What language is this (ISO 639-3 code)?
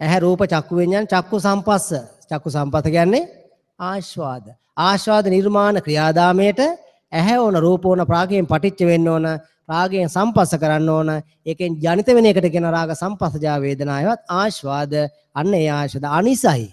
sin